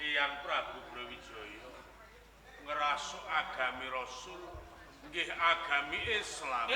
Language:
Javanese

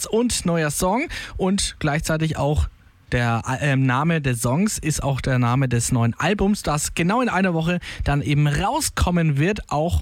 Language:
German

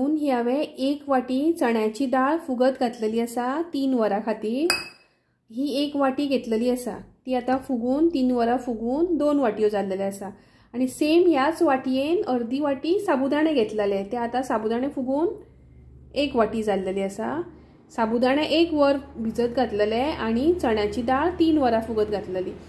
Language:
Konkani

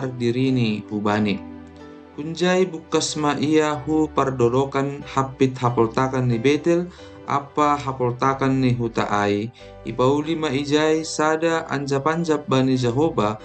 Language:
Batak Simalungun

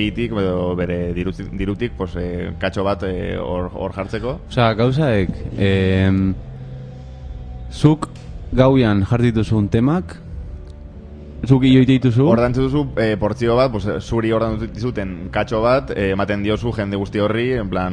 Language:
Basque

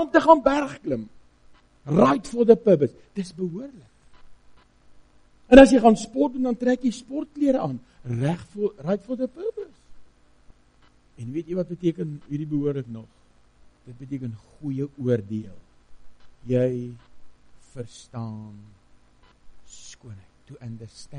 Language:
Afrikaans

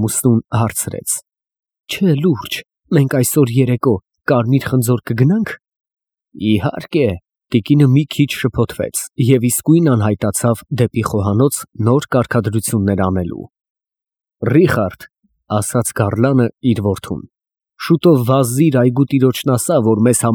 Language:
Armenian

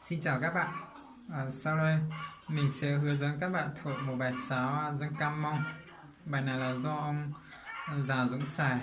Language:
Vietnamese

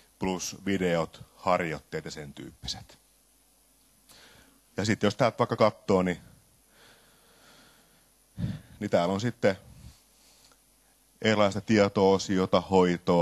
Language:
Finnish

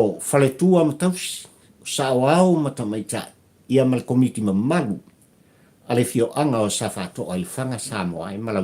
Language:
Samoan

